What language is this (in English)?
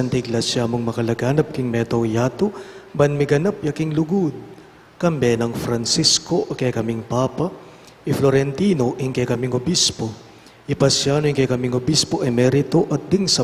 Pampanga